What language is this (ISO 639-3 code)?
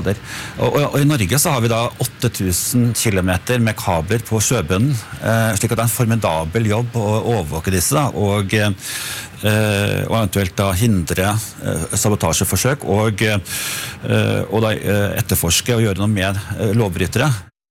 nor